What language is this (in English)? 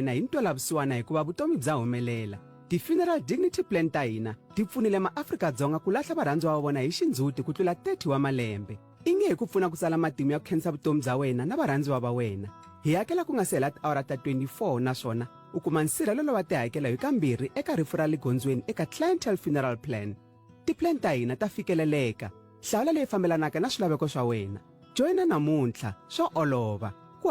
Tsonga